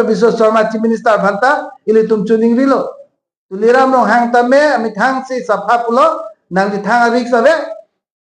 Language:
Karbi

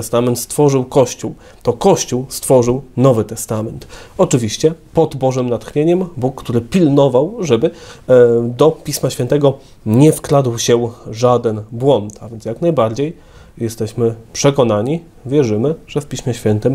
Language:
Polish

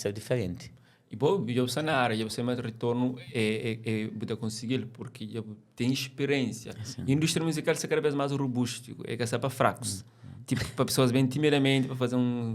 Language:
Kabuverdianu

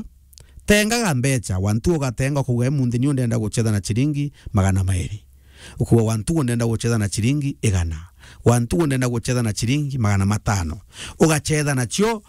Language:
Meru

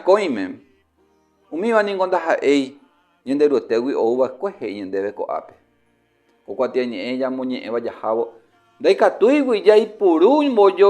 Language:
Guarani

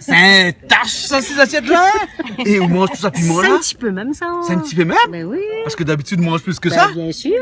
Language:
Réunion Creole French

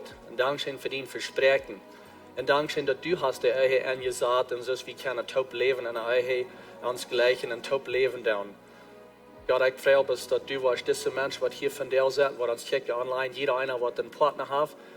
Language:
Plautdietsch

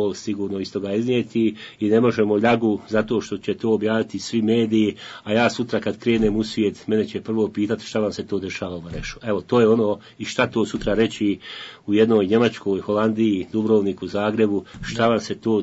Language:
Bosnian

